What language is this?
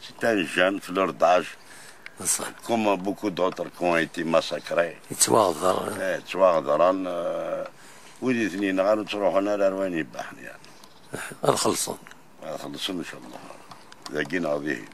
Kabyle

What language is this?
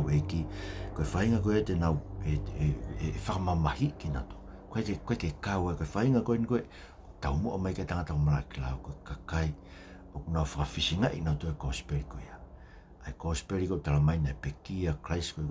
Tongan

